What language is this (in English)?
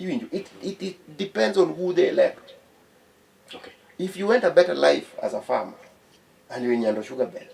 Luo (Kenya and Tanzania)